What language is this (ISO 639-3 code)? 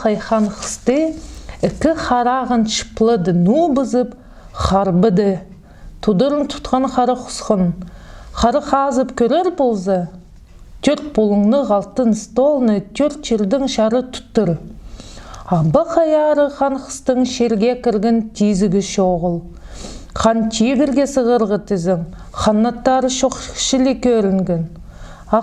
kjh